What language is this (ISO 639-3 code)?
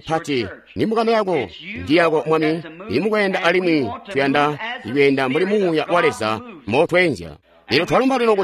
toi